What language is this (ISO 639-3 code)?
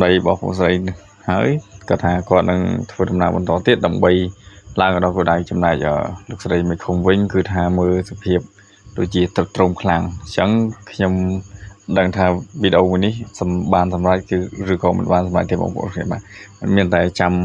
khm